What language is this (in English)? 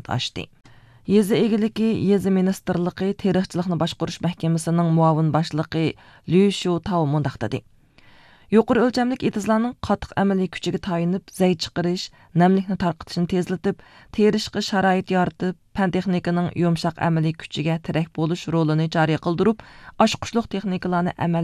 Uyghur